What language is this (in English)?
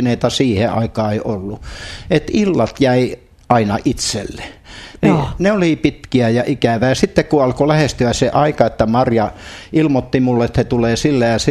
Finnish